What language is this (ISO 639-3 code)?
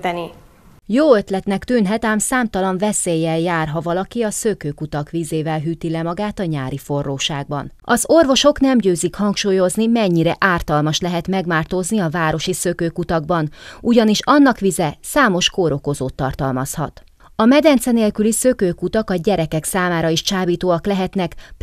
hun